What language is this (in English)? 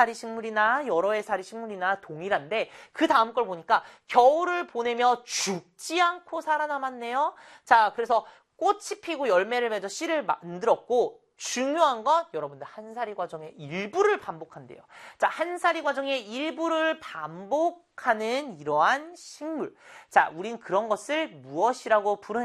Korean